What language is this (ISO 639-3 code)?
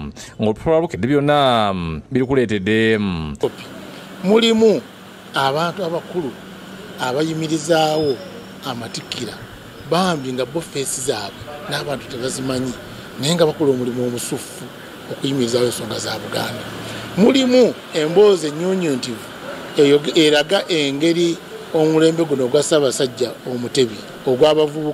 lug